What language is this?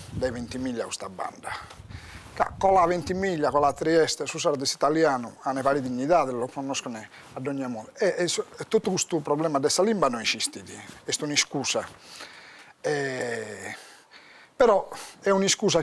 Sardinian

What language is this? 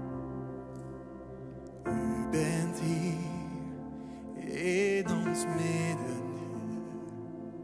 Dutch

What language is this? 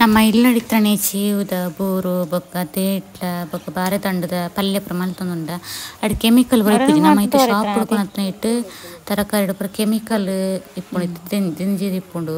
Tulu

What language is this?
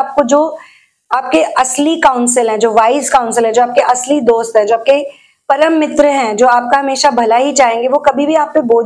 Hindi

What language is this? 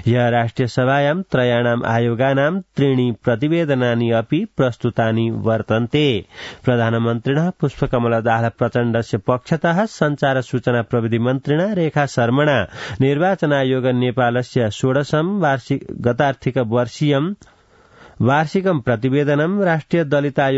Sanskrit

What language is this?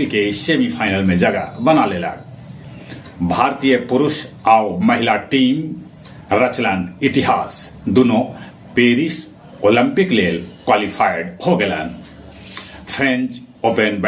Magahi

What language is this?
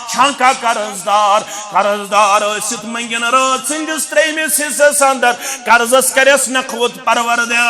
Kashmiri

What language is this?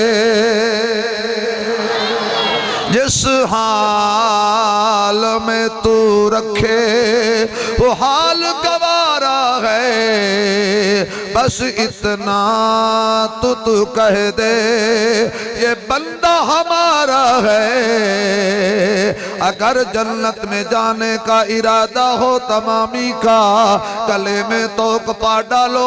Urdu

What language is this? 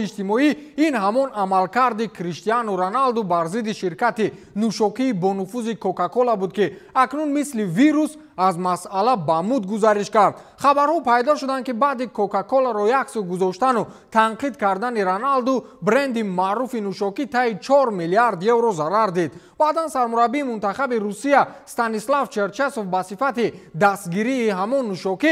Tajik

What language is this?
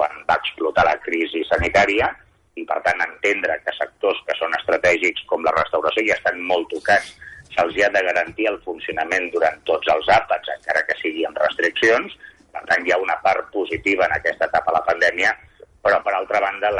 Catalan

